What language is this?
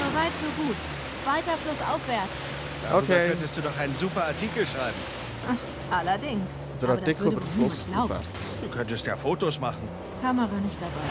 Swiss German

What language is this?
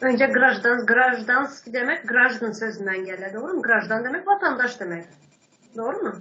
Turkmen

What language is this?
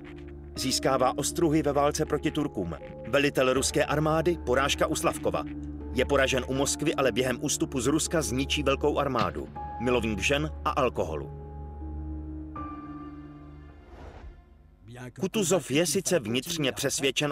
Czech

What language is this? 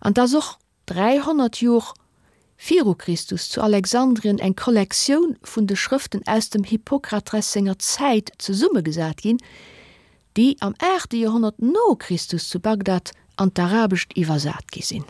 Luxembourgish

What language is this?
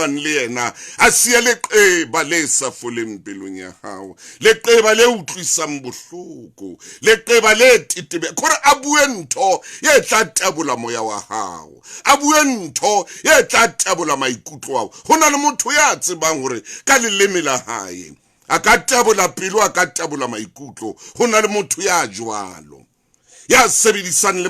Southern Sotho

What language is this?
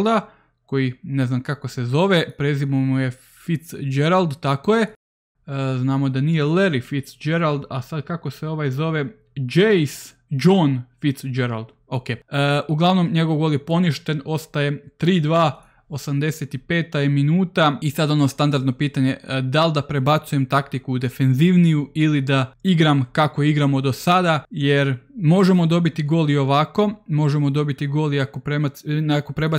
Croatian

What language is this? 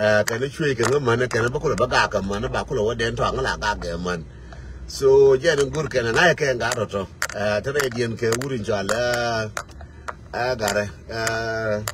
Nuer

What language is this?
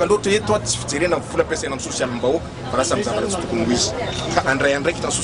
Malagasy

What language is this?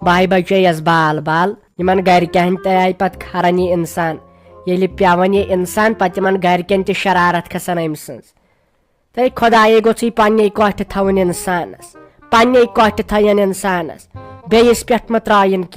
Kashmiri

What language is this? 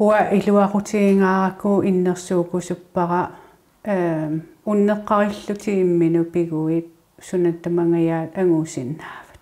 Kalaallisut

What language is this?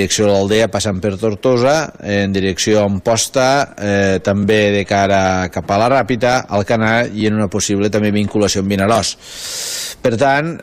Catalan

